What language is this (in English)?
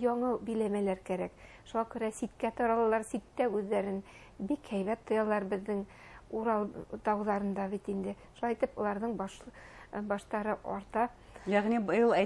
Bashkir